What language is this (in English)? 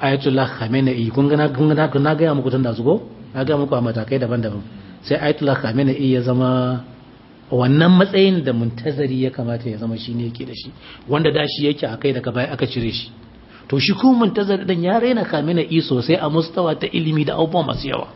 Hausa